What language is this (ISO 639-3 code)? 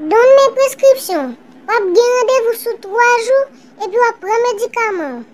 hat